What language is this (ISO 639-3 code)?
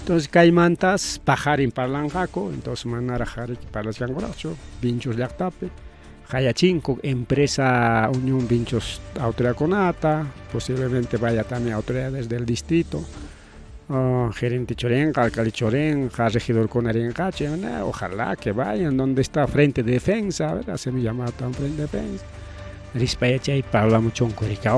quy